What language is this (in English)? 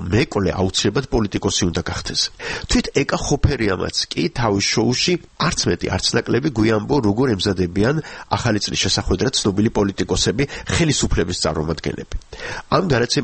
Georgian